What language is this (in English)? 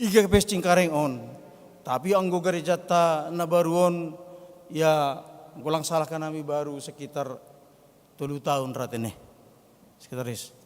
Batak Simalungun